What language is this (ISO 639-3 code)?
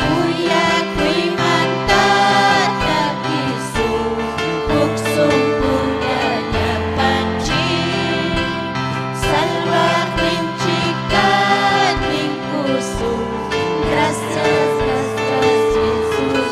quy